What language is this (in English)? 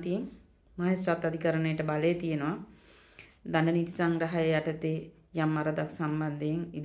Sinhala